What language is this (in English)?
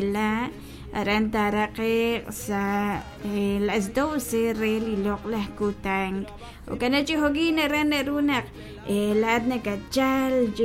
Kekchí